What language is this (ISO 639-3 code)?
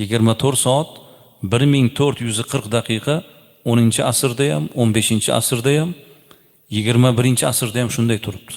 uzb